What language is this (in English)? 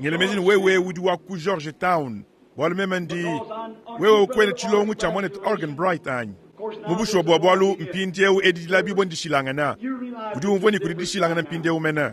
Luba-Lulua